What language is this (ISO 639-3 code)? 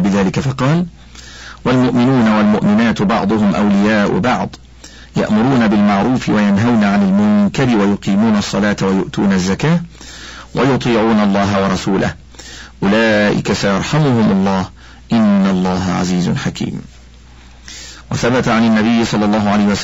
ara